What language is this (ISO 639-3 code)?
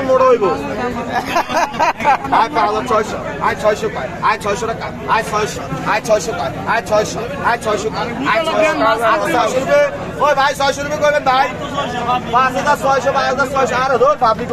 ben